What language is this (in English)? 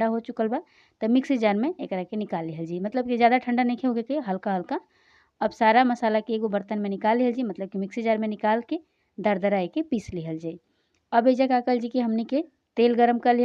Bhojpuri